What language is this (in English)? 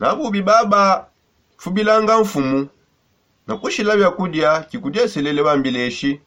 Songe